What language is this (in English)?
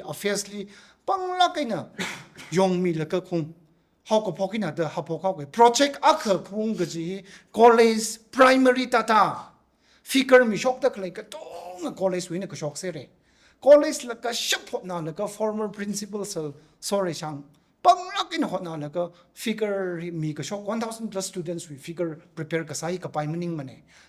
Tangkhul Naga (India)